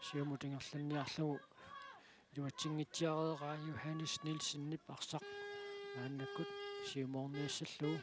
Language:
Kalaallisut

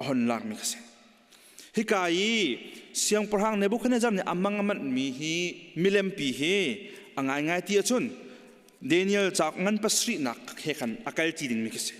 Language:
Hakha Chin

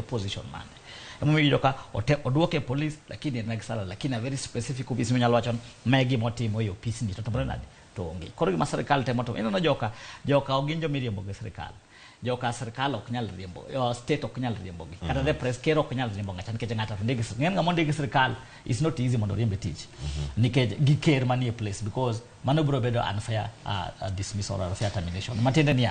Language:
Luo (Kenya and Tanzania)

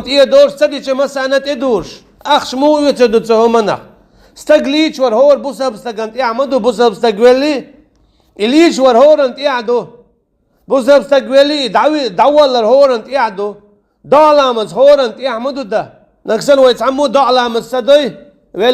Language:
Chechen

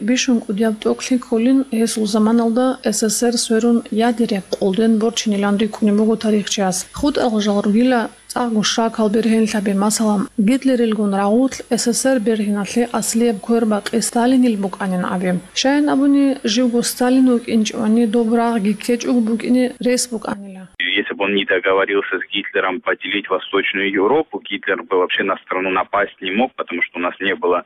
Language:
Avaric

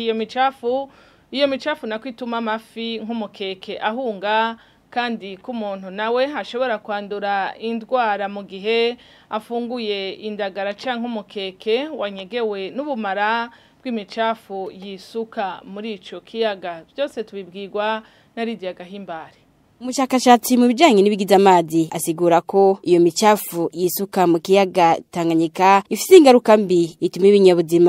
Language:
Rundi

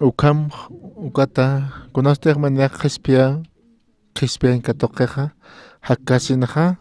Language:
Aymara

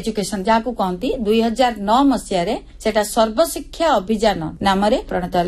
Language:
Odia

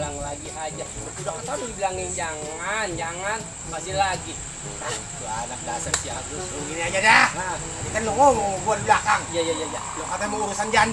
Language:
Betawi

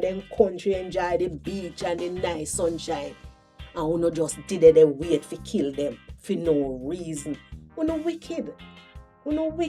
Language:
Jamaican Creole English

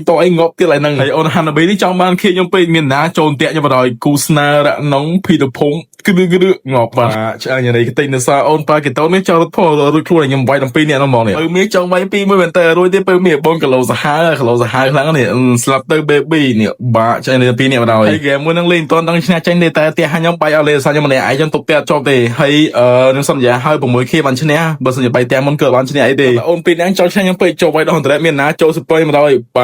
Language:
Khmer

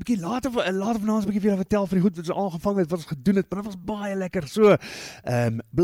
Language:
Afrikaans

